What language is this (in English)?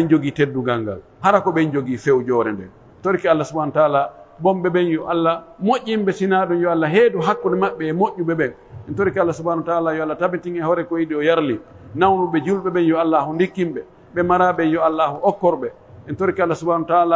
Pular